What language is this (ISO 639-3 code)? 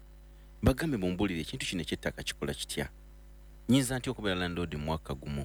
lug